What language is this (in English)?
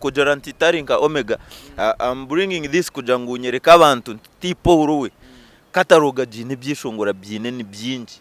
Nyankole